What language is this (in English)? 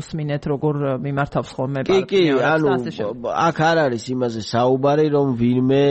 Georgian